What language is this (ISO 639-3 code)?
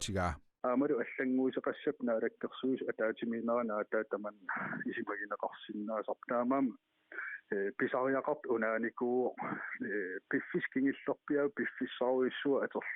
kal